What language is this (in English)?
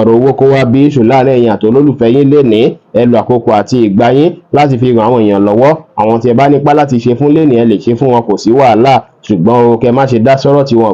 Yoruba